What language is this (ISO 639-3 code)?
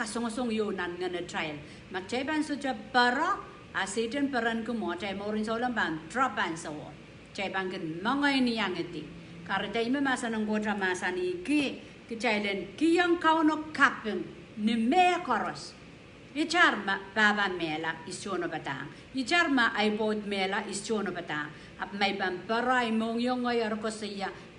pon